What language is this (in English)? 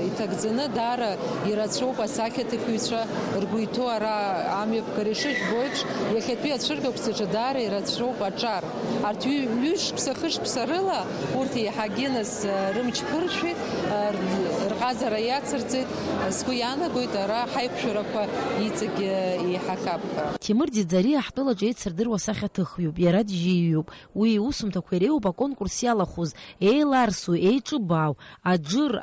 Abkhazian